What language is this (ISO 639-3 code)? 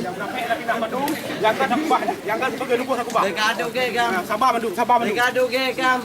ace